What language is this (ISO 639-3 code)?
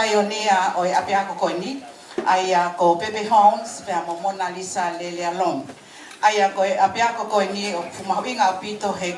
ton